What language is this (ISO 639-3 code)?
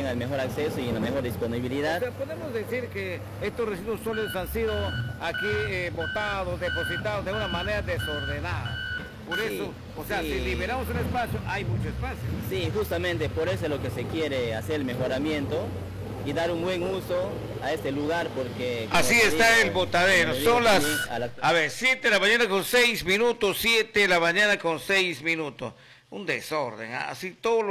spa